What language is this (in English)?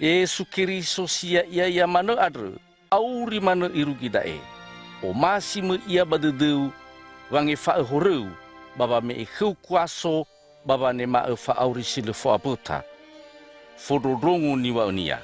Nias